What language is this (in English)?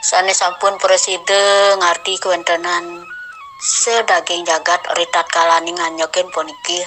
Balinese